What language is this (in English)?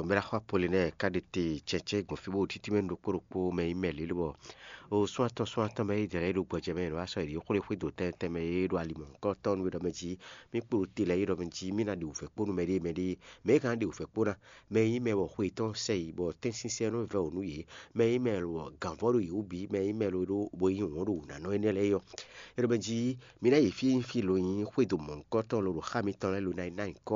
Fon